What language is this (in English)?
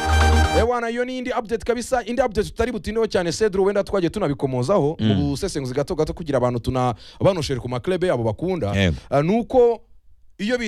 Kinyarwanda